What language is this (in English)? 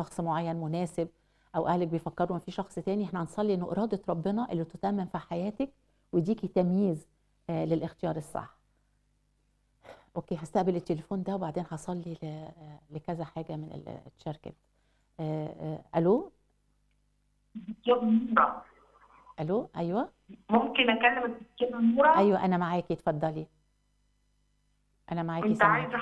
Egyptian Arabic